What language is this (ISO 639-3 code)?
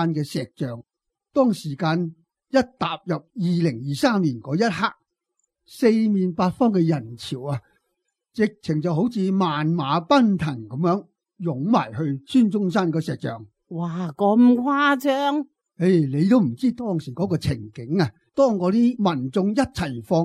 yue